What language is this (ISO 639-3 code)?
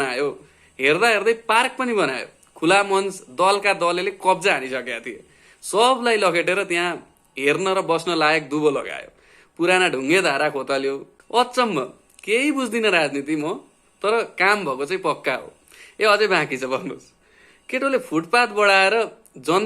nep